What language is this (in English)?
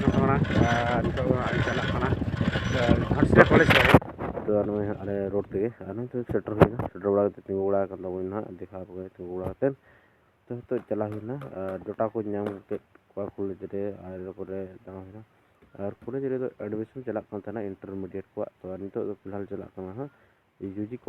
Santali